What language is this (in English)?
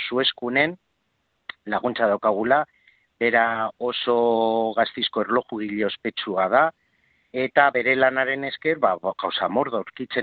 Basque